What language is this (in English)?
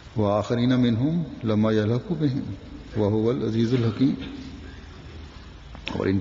Urdu